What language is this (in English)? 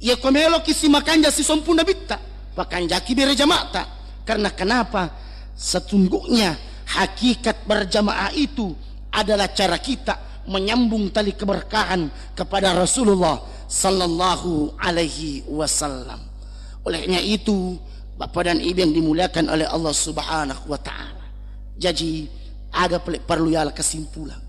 Buginese